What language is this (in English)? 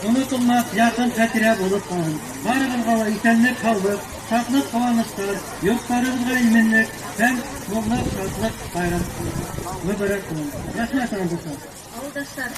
Bashkir